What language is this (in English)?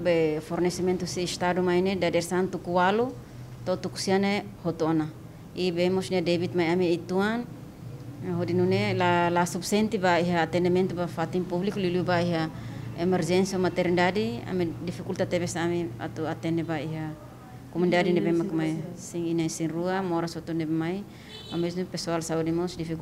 Tetum